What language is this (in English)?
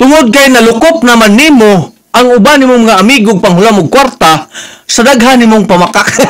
Cebuano